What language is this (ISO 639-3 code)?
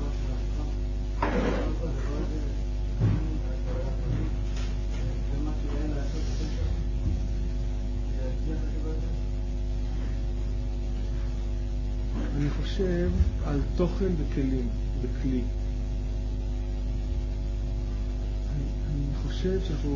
heb